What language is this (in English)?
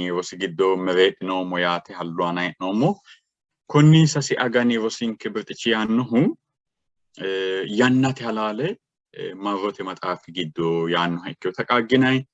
Sidamo